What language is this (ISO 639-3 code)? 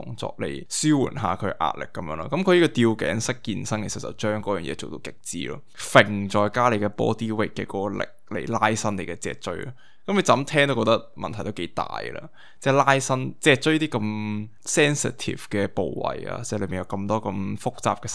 yue